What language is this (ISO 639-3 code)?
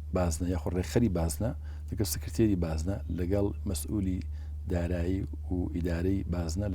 ckb